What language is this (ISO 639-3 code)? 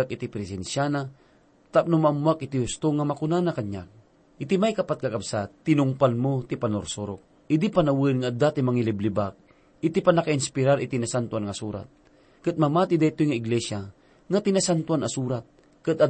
ilo